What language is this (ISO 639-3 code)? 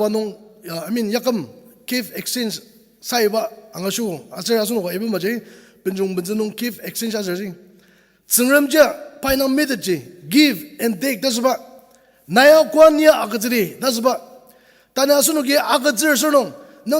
njo